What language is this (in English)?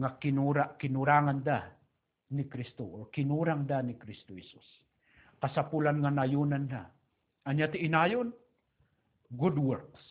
Iloko